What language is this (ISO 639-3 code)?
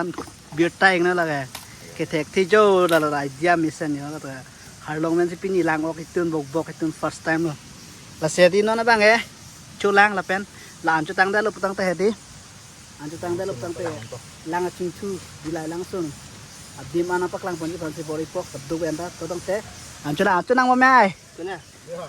mjw